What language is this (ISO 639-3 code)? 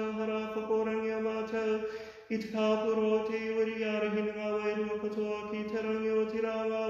mri